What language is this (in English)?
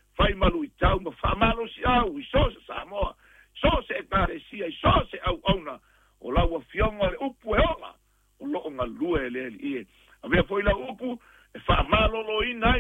Samoan